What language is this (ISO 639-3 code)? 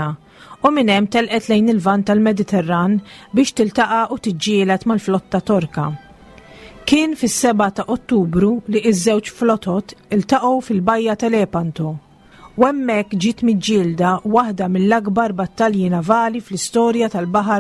mlt